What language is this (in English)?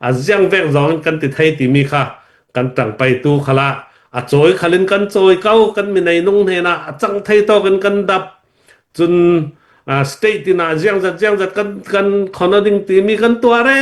Falam Chin